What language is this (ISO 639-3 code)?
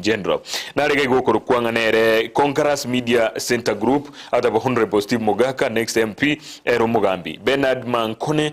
guz